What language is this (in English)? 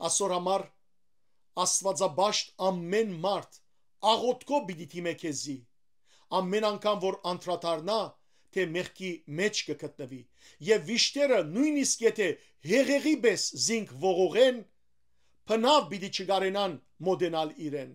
Western Armenian